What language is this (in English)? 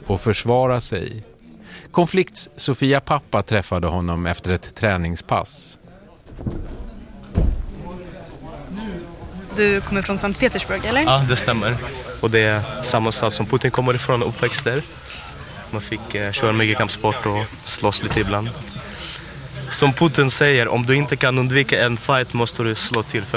Swedish